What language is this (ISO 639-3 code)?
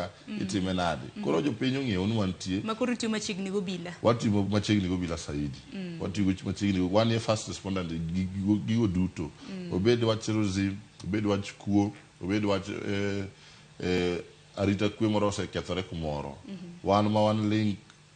luo